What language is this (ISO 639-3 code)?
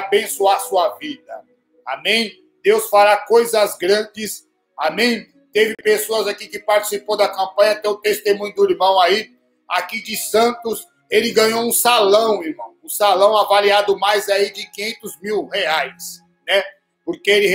por